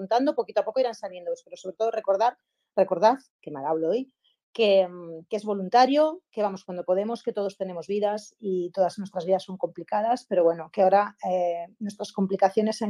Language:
Spanish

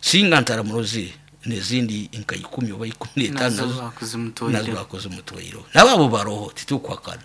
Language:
Nyoro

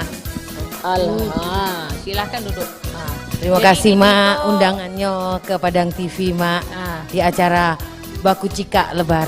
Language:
Minangkabau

